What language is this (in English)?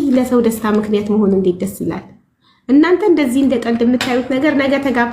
Amharic